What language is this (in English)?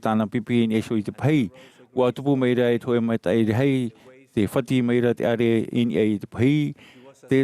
Tahitian